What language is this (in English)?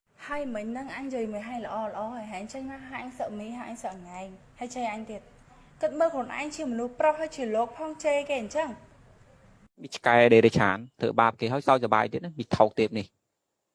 Khmer